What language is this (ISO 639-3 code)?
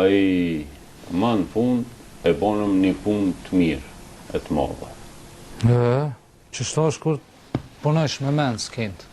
sqi